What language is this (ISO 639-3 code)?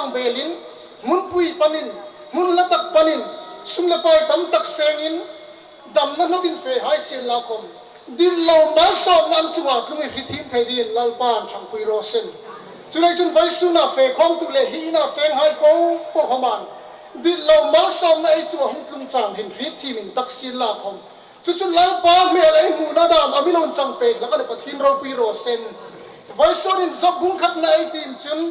hmr